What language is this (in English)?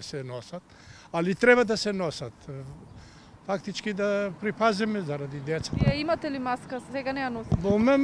Macedonian